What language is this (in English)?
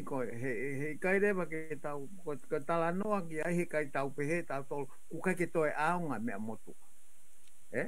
Tongan